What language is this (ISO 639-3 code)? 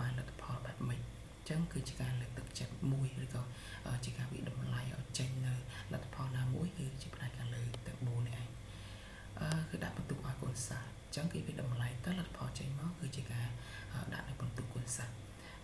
khm